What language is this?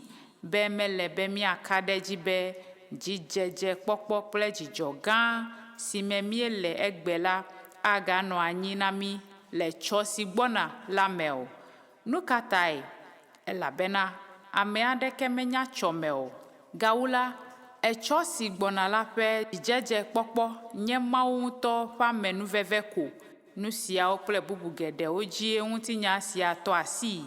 Ewe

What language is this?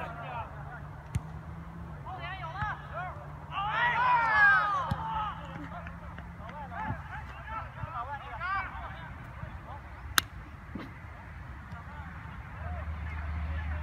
Chinese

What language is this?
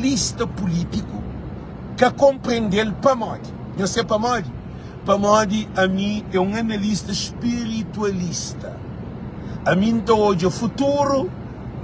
Kabuverdianu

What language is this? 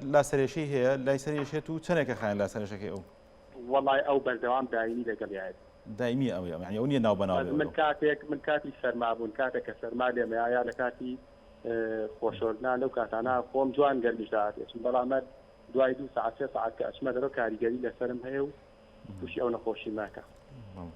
Central Kurdish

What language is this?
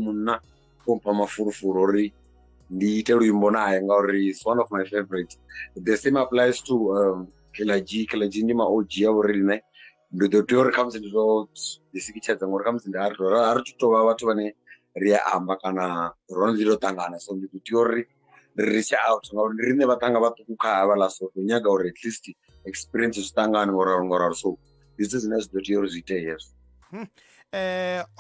Venda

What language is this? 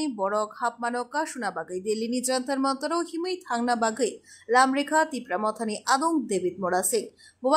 Kok Borok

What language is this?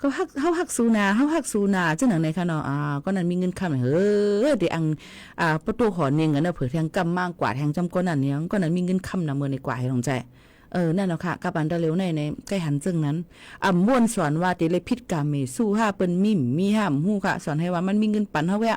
Shan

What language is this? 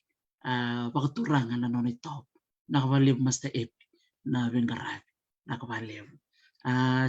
Fijian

